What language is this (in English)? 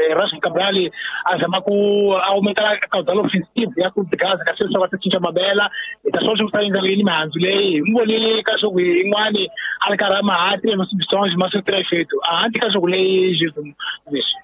Tsonga